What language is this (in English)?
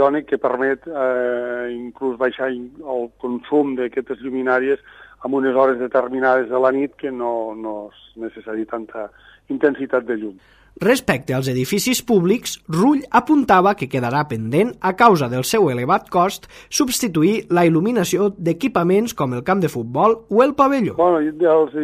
Catalan